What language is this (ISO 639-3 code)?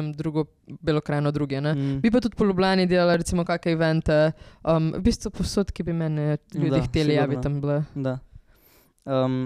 slv